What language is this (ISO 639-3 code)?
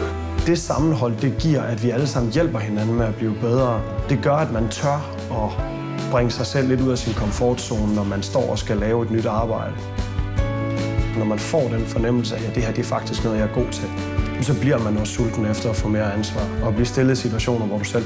dan